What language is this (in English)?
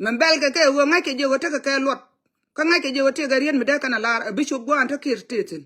Nuer